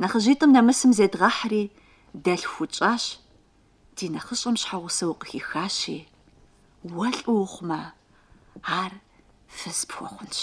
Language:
Kabardian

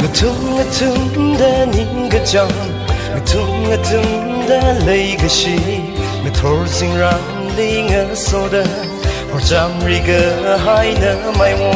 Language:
Tangkhul Naga (India)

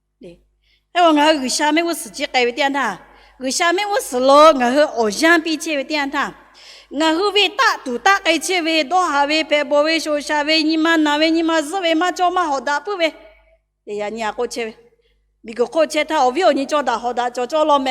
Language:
Lahu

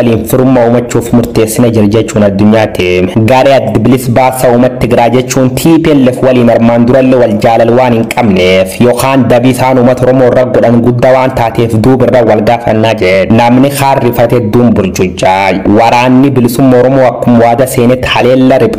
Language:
Oromo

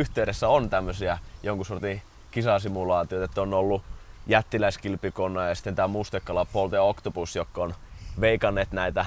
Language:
Finnish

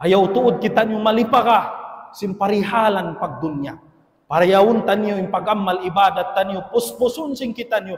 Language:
Tausug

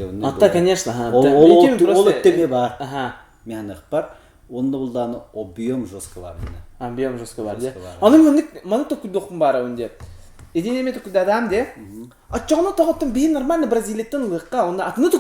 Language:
Yakut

